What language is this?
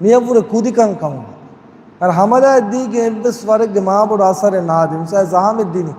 Divehi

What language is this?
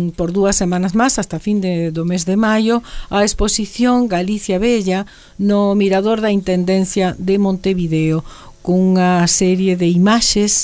Galician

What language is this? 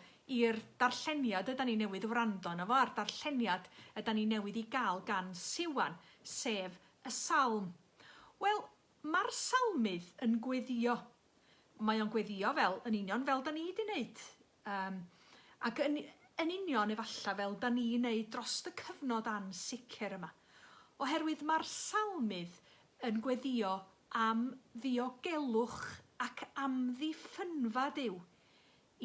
Welsh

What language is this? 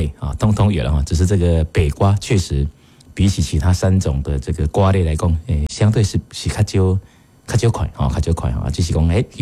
Min Nan Chinese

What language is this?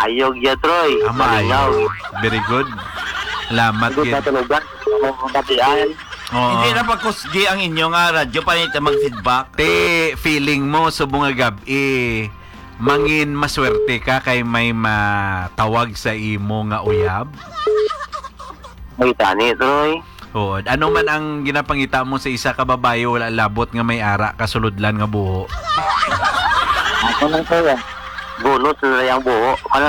Hiligaynon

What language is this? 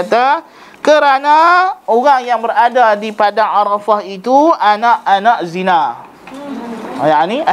Malay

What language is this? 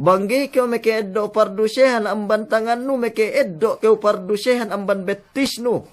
Yakan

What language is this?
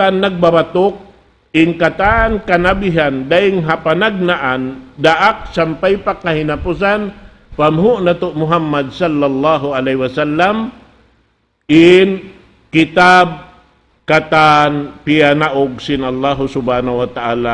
Tausug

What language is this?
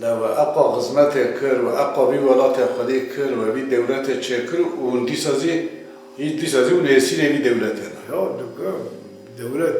Kurdish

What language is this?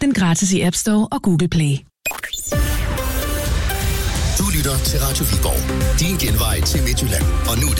Danish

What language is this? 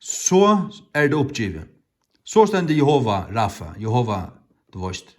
Faroese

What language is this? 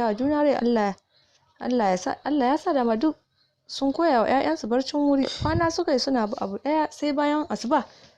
Hausa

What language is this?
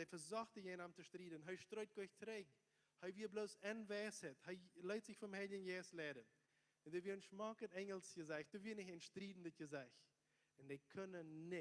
Plautdietsch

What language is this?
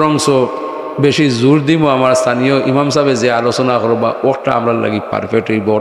Sylheti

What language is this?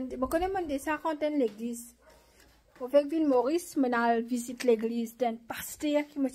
Morisyen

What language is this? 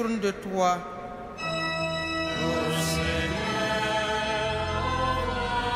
French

